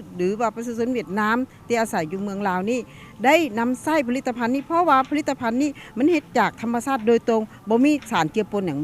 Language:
Lao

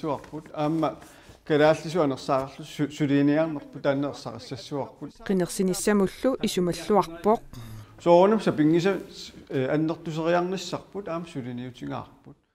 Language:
Kalaallisut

